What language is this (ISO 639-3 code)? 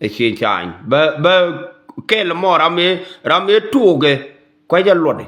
nus